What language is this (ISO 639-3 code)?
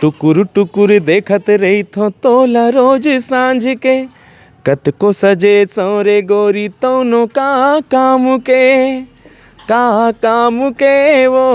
hne